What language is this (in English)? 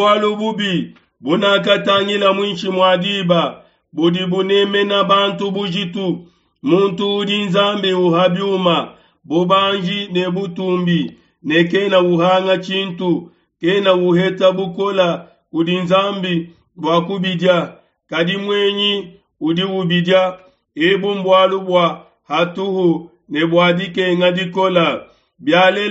Luba-Lulua